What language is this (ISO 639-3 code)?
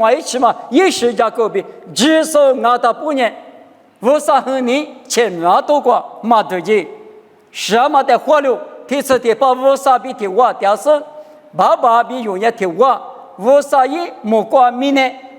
lis